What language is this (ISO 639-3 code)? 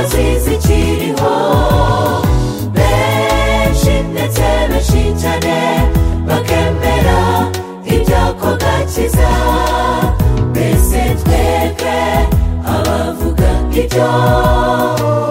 kin